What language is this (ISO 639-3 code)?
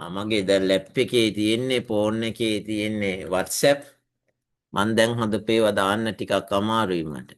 sin